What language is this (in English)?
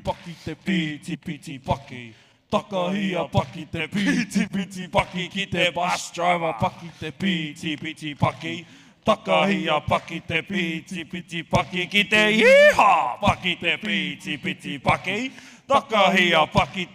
Māori